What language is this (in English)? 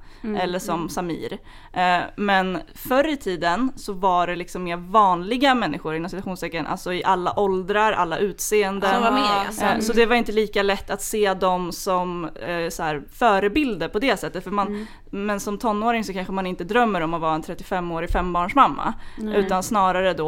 Swedish